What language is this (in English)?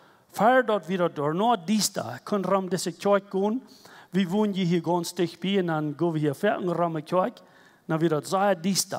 Plautdietsch